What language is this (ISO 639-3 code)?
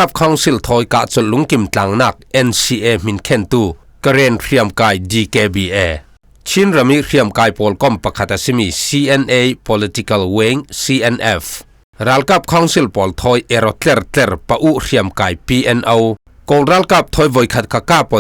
cfm